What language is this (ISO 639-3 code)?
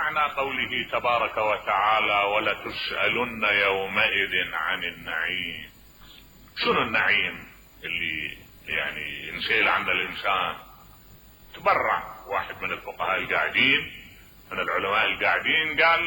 acm